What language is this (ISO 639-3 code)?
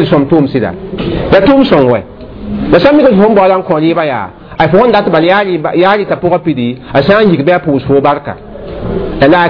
mos